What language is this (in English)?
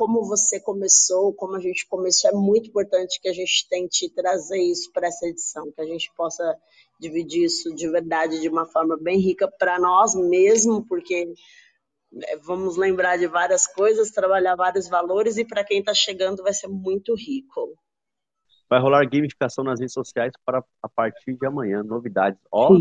Portuguese